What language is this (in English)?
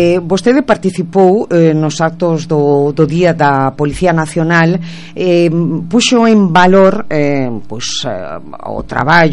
Galician